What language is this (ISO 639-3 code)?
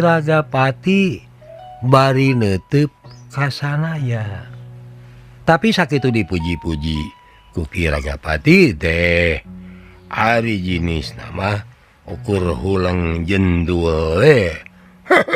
sun